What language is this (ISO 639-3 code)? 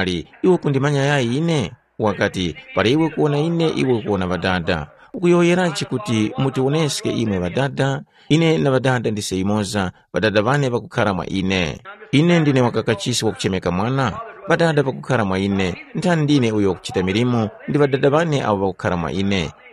tum